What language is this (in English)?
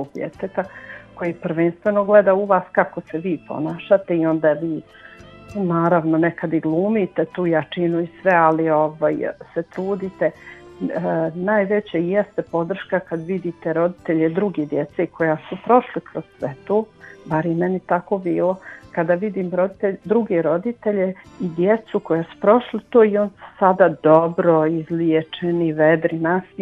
Bosnian